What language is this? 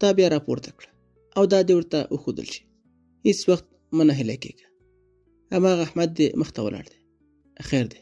Pashto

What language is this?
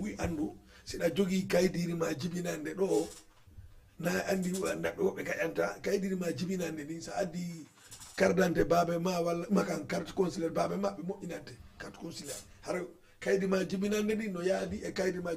Fula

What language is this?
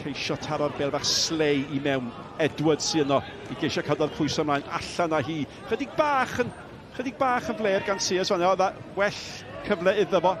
Welsh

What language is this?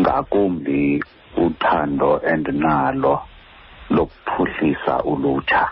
Xhosa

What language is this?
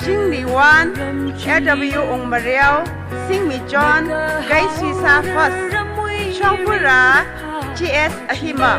Tangkhul Naga (India)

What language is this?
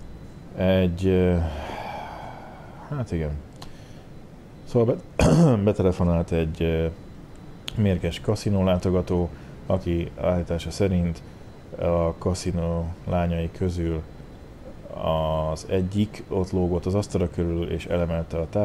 Hungarian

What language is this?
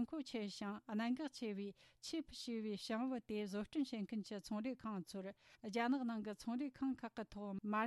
Tibetan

